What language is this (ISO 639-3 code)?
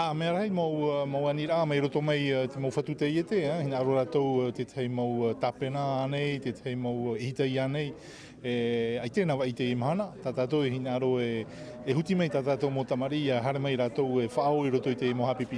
tah